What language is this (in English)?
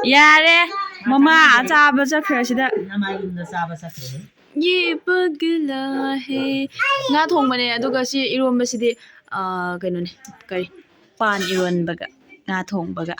Manipuri